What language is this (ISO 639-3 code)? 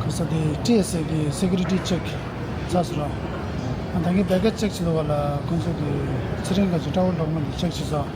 bod